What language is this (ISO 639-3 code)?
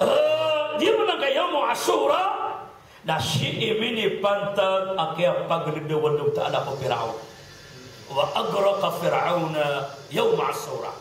mrw